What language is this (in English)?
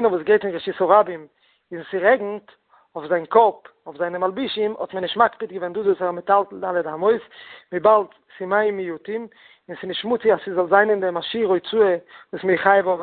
Yiddish